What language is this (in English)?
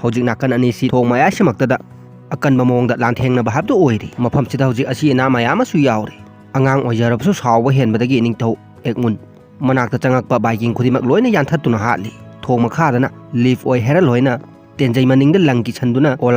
Manipuri